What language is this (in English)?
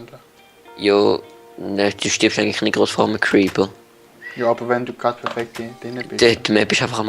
Swiss German